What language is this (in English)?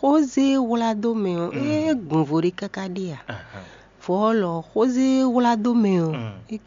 Fon